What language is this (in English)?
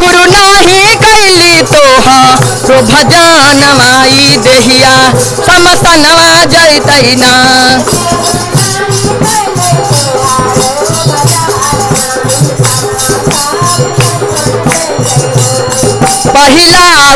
Bhojpuri